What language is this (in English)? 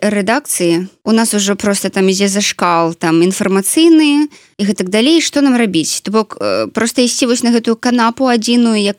Belarusian